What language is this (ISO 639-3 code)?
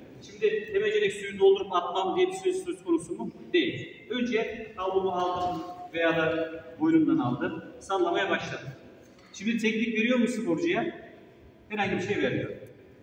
tur